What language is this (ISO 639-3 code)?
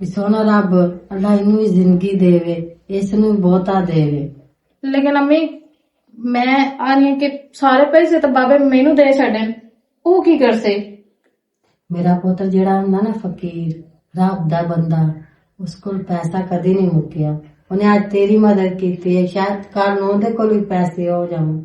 lah